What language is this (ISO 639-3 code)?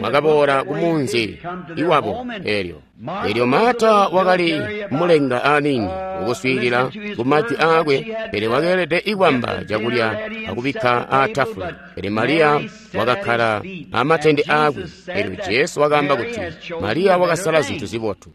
toi